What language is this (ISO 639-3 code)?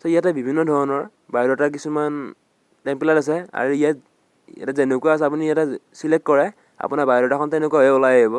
asm